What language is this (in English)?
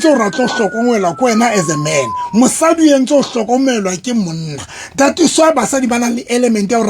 Southern Sotho